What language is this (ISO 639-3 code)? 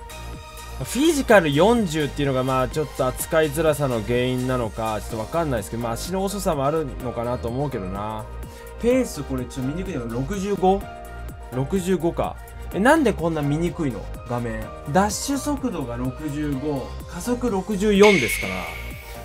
jpn